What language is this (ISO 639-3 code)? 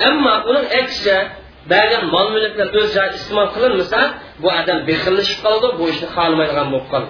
uig